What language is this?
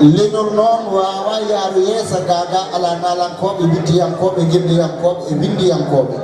Fula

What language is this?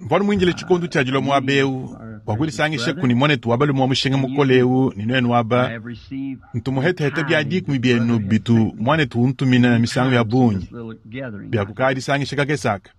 Luba-Lulua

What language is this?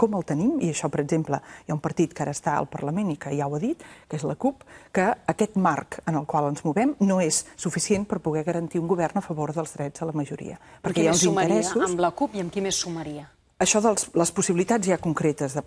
Catalan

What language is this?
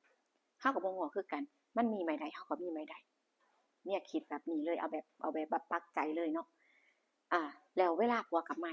Northeastern Thai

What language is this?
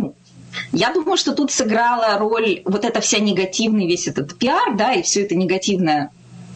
Russian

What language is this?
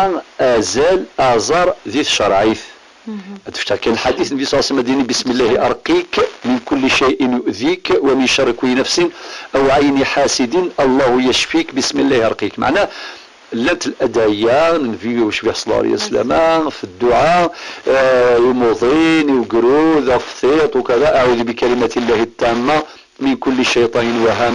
Kabyle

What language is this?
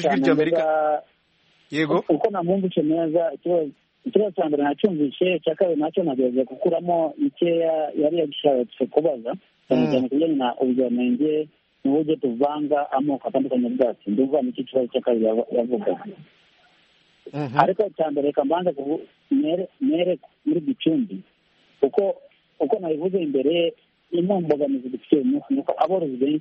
Kinyarwanda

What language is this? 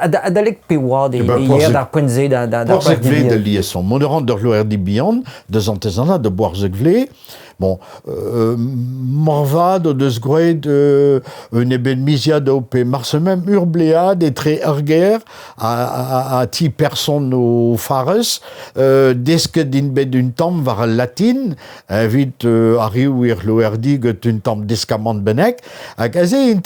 Breton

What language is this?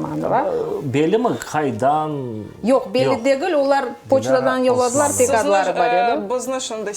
Crimean Tatar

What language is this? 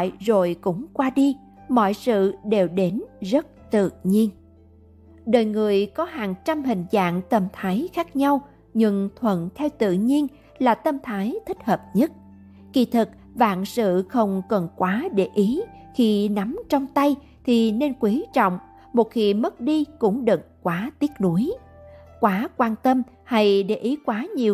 Vietnamese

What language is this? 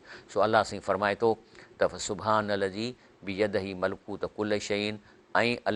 Sindhi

